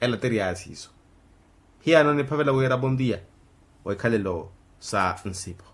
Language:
Makhuwa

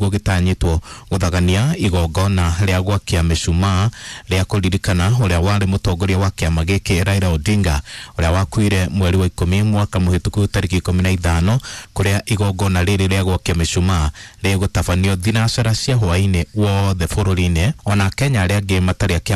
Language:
Kikuyu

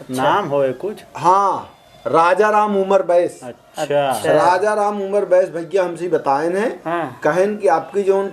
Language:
Awadhi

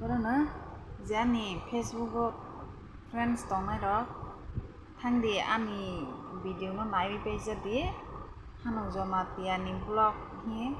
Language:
Kok Borok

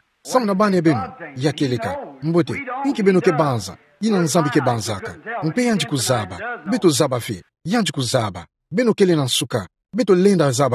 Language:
Kituba (Democratic Republic of Congo)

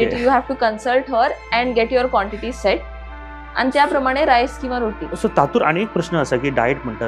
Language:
Konkani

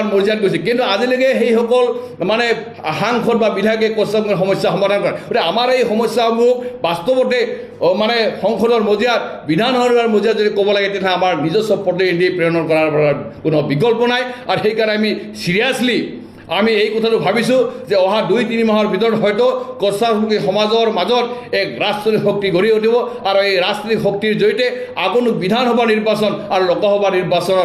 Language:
Assamese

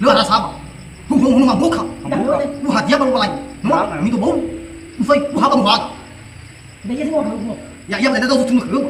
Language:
Nias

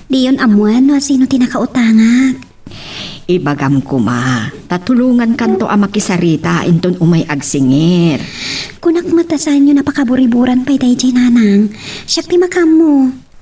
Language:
Iloko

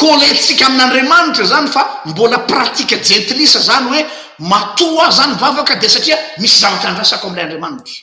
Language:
Malagasy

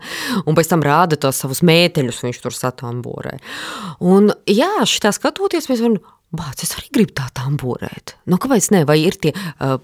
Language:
Latvian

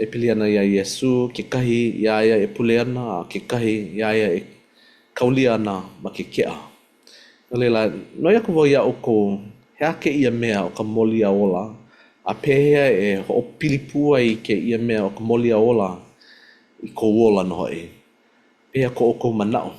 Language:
Hawaiian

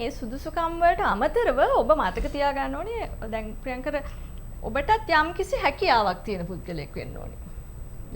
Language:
Sinhala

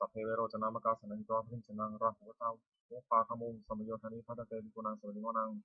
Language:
Pali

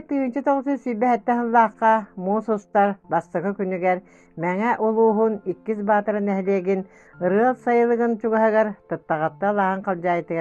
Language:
Yakut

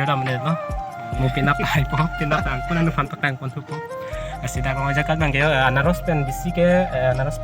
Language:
Karbi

